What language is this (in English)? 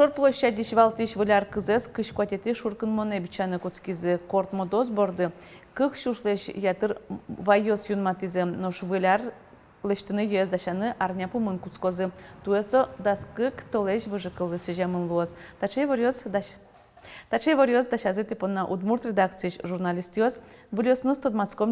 Udmurt